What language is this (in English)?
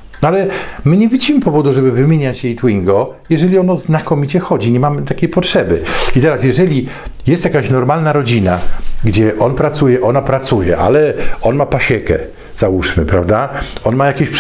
Polish